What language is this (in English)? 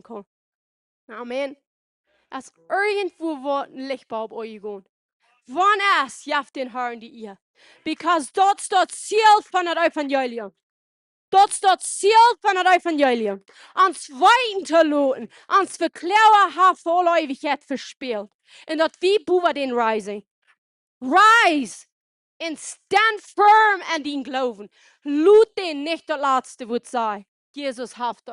Plautdietsch